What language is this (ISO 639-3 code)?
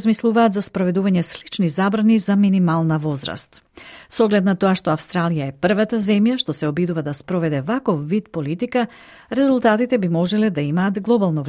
mkd